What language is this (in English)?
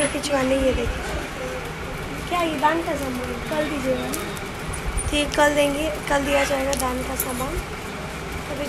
Hindi